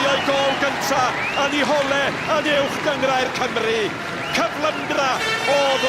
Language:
Welsh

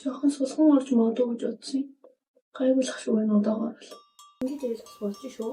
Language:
Mongolian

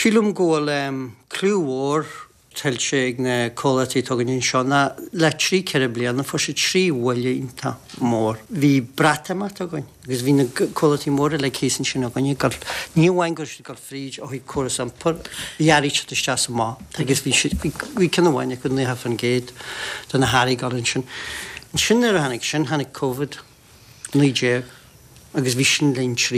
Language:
Irish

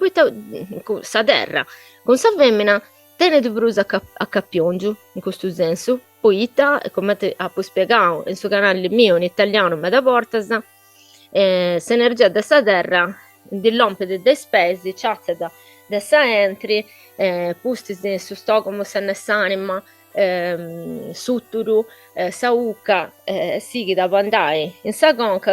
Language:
Sardinian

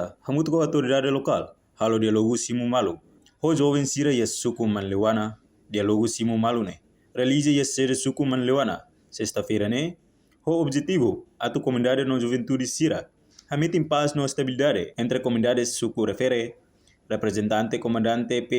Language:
Tetum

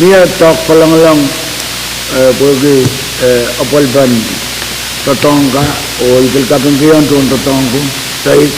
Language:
Pohnpeian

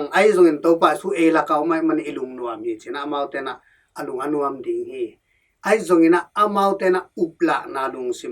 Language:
Tedim Chin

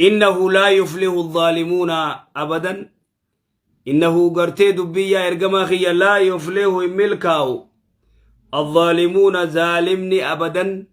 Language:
Oromo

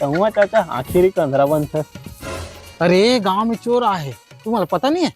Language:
Chhattisgarhi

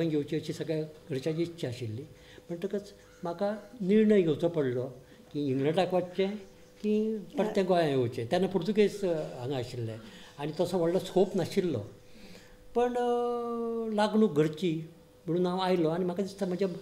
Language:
Konkani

